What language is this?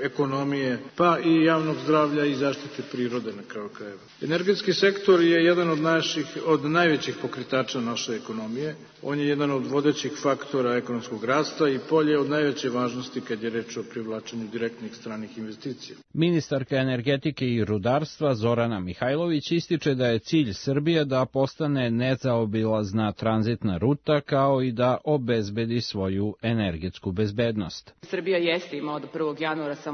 Serbian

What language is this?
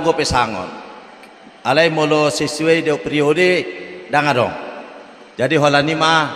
Batak Toba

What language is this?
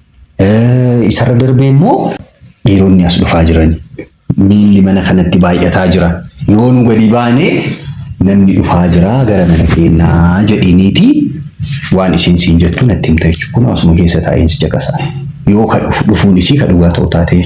Oromo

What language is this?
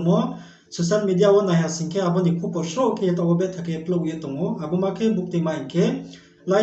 Riang (India)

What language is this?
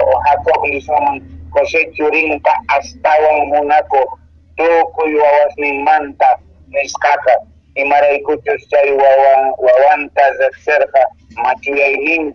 Quechua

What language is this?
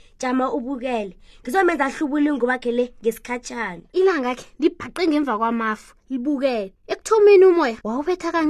South Ndebele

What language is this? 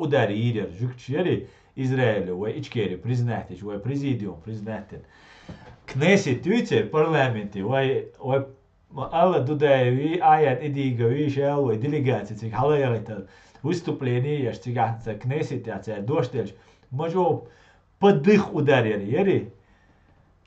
Chechen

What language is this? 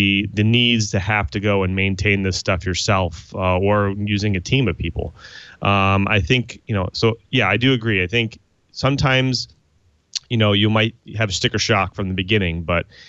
English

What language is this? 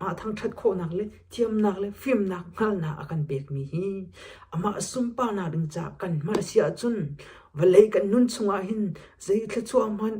Hakha Chin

